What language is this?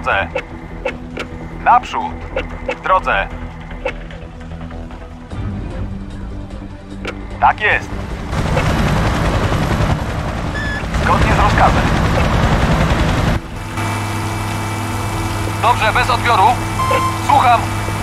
Polish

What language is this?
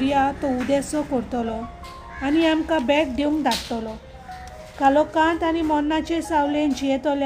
Konkani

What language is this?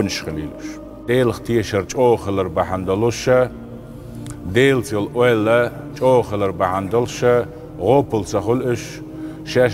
Chechen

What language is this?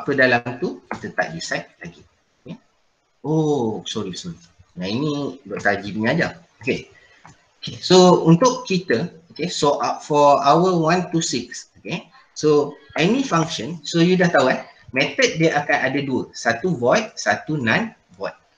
Malay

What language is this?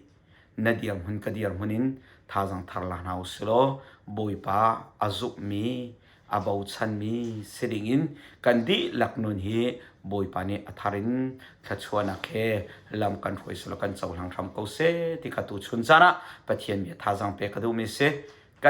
Hakha Chin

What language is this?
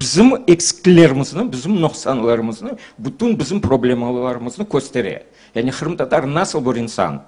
Crimean Tatar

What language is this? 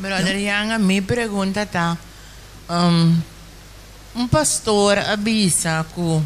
Papiamento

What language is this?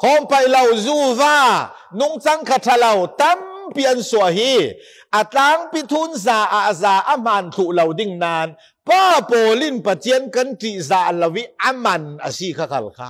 Falam Chin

